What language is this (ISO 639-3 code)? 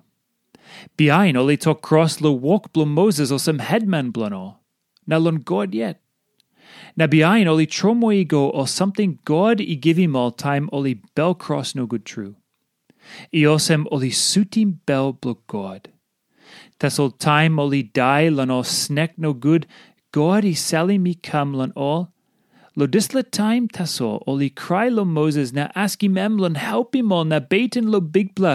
tpi